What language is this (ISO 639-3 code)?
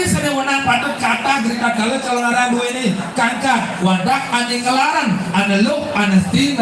ban